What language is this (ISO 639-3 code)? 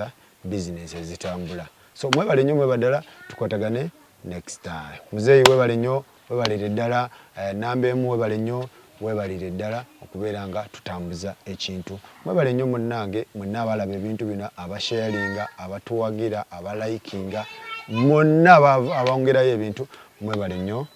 lug